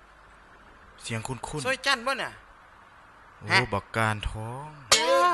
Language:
Lao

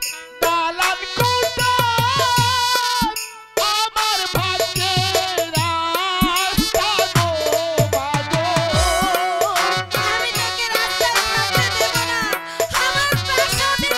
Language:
Bangla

